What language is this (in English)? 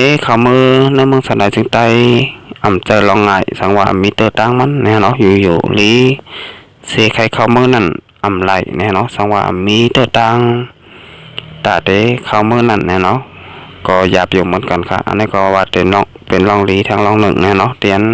Shan